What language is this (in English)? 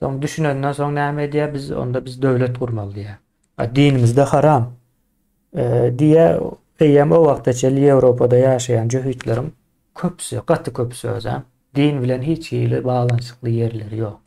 Turkmen